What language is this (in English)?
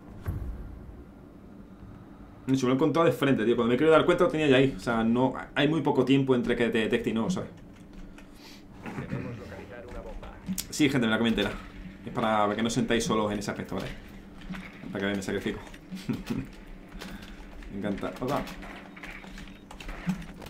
Spanish